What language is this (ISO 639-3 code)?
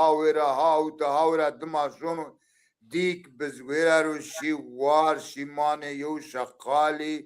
zza